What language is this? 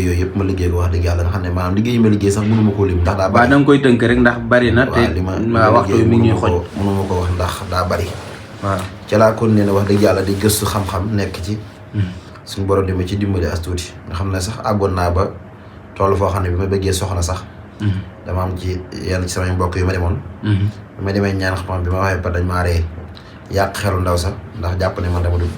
Wolof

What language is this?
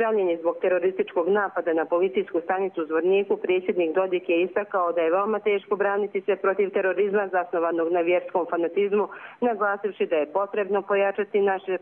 Serbian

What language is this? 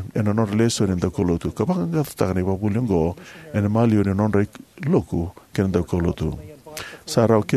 Fijian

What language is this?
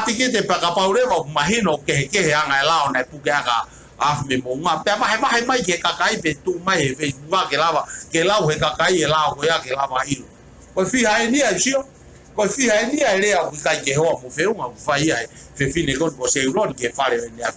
Tongan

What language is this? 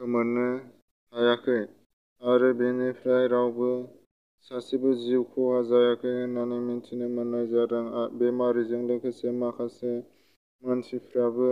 Bodo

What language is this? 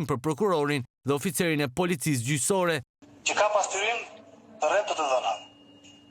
Albanian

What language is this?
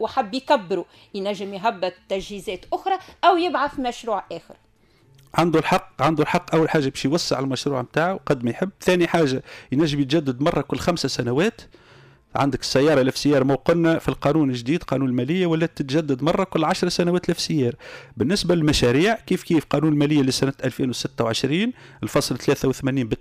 Tunisian Arabic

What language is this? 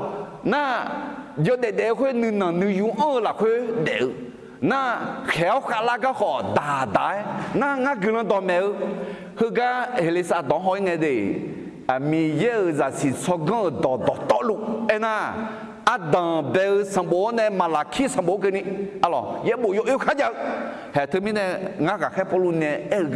Akha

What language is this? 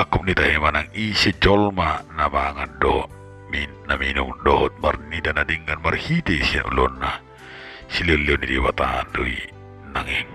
Batak Toba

